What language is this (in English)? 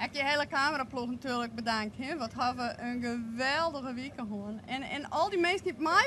Western Frisian